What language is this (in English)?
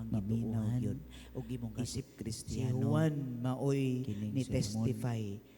Cebuano